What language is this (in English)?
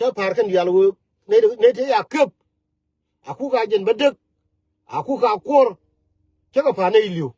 Nuer